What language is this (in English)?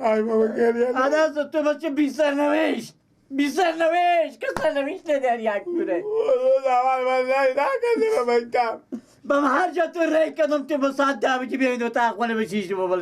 Persian